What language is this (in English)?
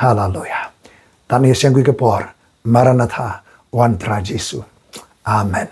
Khasi